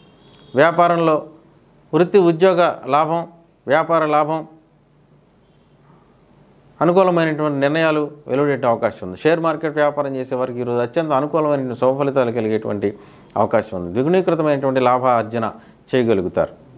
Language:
Telugu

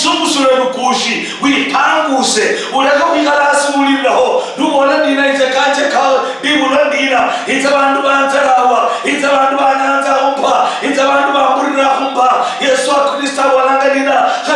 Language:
Luyia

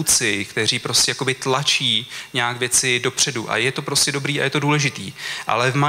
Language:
Czech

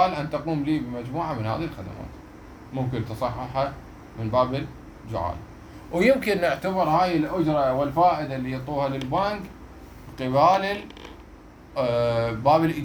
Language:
Mesopotamian Arabic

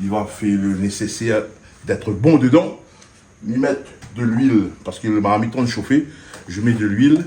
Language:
Réunion Creole French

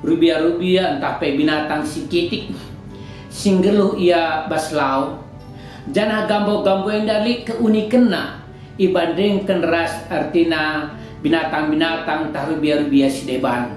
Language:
Batak Karo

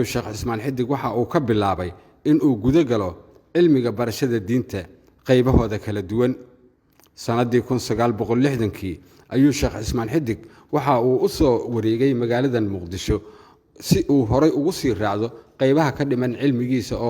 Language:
Somali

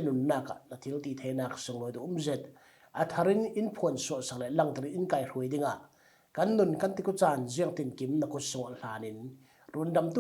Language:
Falam Chin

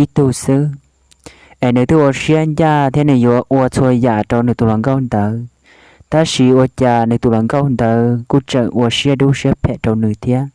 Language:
Hmong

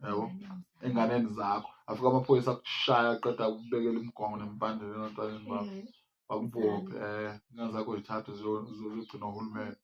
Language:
Zulu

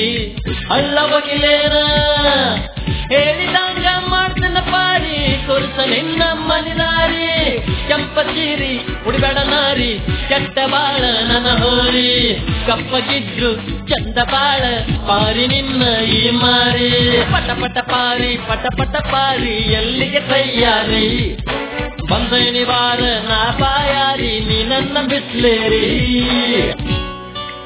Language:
Kannada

